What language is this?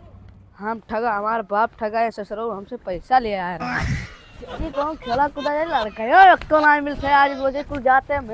Awadhi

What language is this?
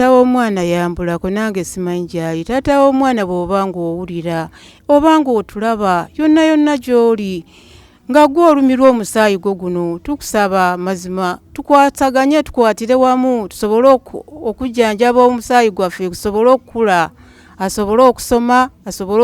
Ganda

